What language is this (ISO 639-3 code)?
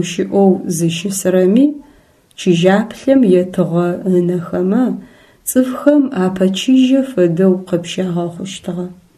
ady